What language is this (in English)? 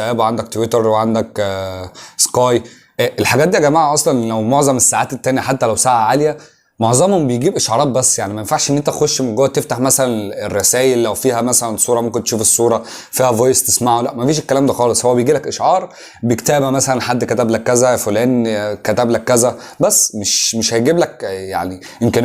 Egyptian Arabic